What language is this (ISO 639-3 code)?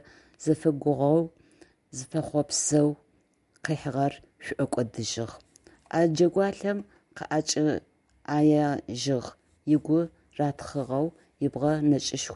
ady